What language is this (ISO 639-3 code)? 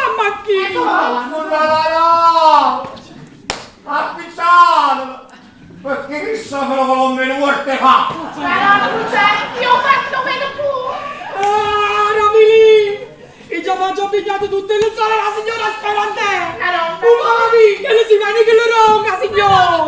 nap